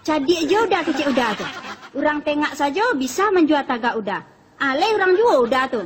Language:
Minangkabau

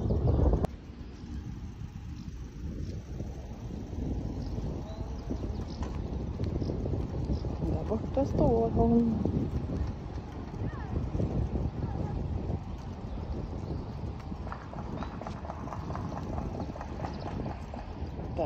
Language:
Swedish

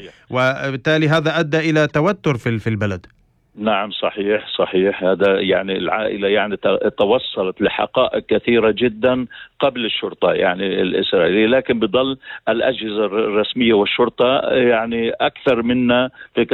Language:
North Levantine Arabic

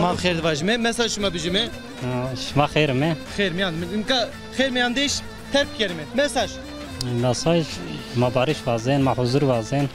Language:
Zaza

